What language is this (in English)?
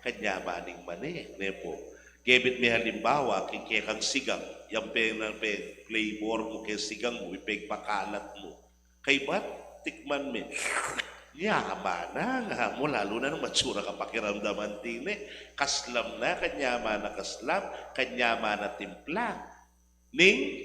Pampanga